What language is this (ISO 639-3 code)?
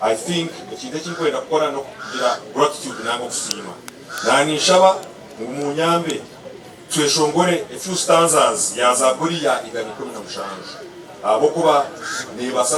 nyn